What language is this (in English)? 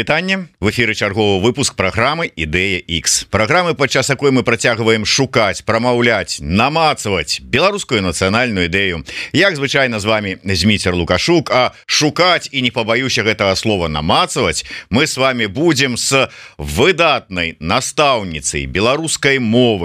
Belarusian